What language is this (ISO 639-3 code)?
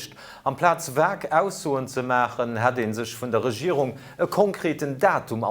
ltz